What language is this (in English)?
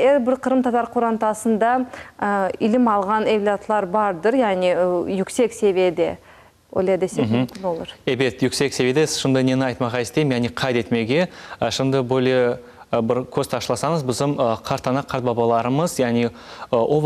Crimean Tatar